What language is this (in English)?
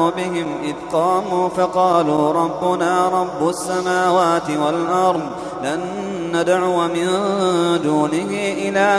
Arabic